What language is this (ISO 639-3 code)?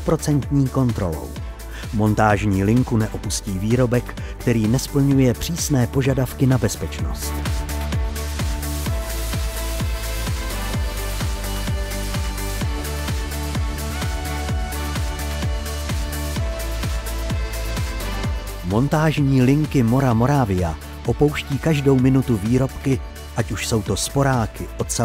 ces